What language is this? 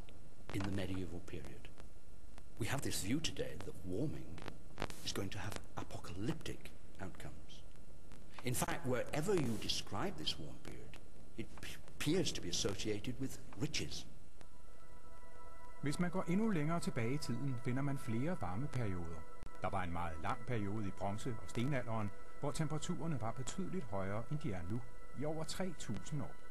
Danish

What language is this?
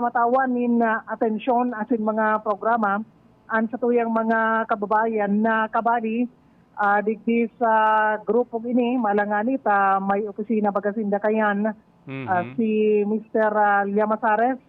Bikol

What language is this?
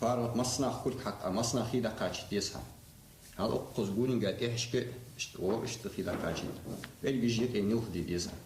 Ingush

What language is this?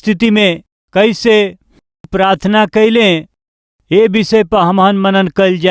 Bhojpuri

